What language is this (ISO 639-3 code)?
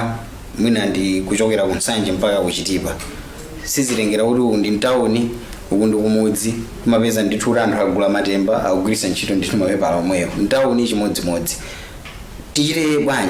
nya